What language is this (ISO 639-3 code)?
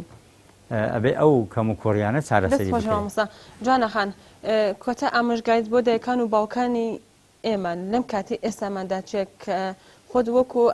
ckb